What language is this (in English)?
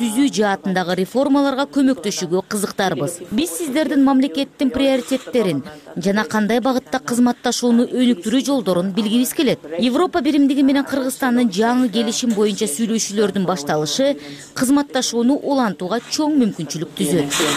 Kyrgyz